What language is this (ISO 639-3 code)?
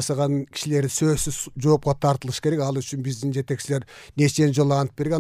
kir